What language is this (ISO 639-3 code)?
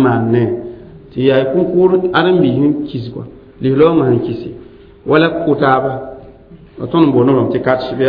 mos